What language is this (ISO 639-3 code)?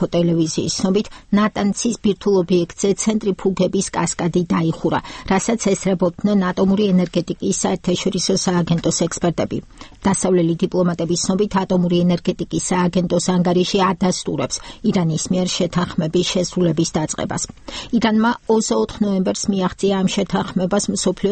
kat